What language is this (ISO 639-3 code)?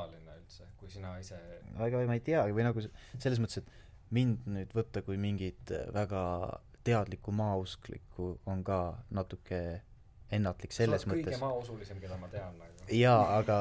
est